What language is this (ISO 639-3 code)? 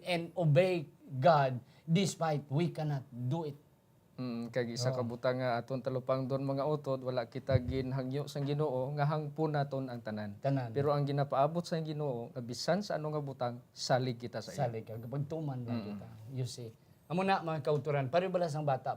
hil